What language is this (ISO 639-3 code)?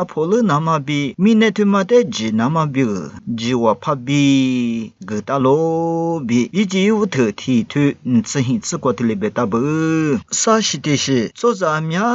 lis